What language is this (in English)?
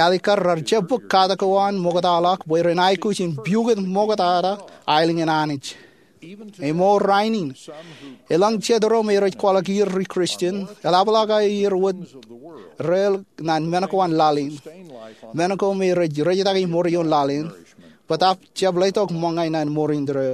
Marshallese